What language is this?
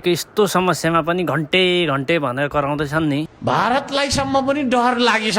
Nepali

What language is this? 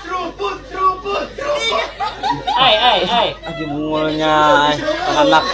Banjar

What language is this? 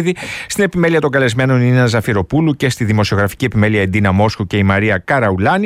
Greek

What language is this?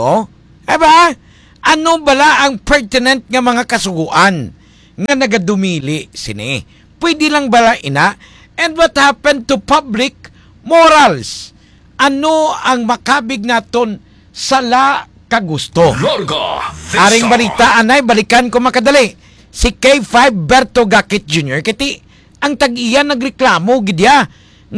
Hiligaynon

